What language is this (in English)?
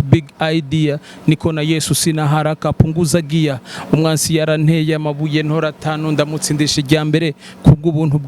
Rundi